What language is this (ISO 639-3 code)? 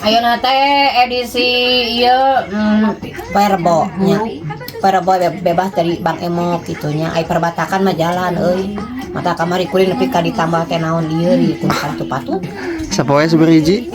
sun